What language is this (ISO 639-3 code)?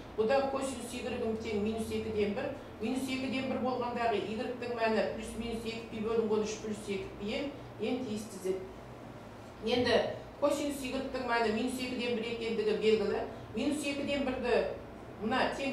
kaz